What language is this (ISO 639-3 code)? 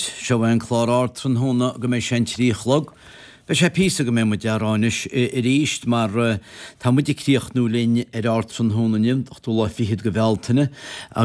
gle